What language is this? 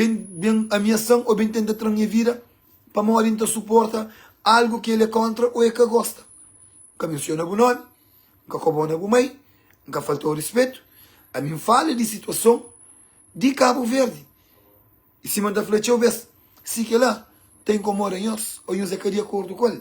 Kabuverdianu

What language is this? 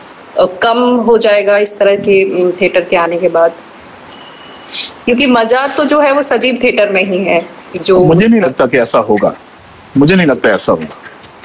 Hindi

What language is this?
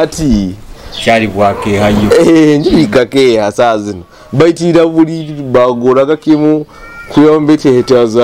Nyoro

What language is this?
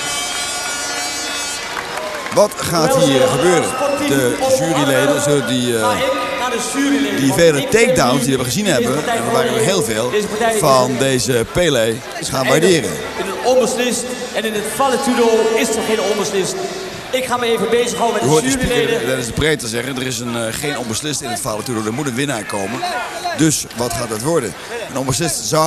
Dutch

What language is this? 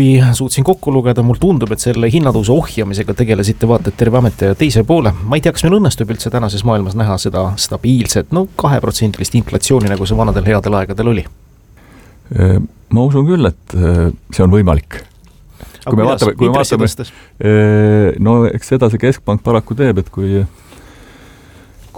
Estonian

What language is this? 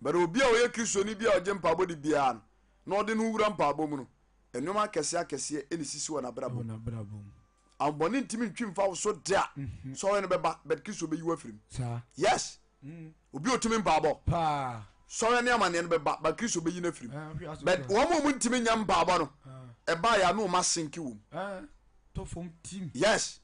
Akan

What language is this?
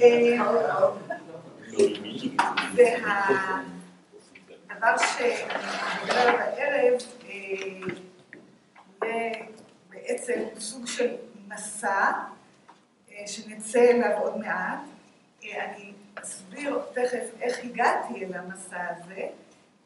Hebrew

